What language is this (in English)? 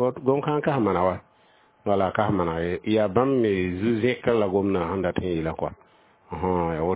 Mossi